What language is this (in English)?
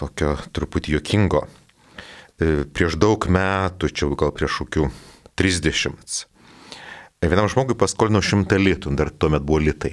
Lithuanian